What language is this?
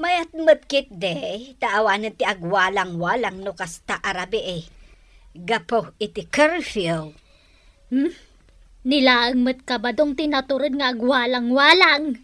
Iloko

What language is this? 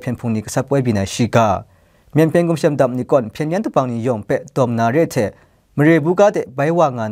Kachin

